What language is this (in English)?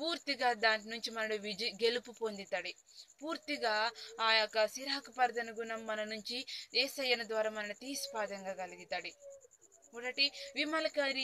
Koya